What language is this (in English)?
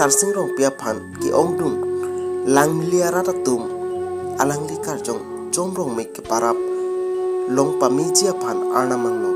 Karbi